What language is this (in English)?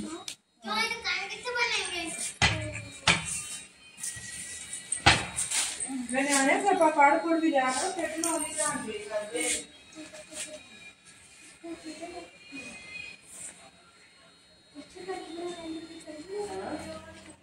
Punjabi